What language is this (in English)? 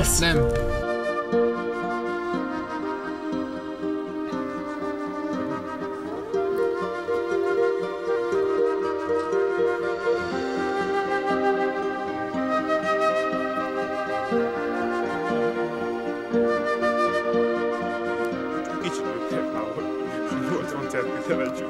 Hungarian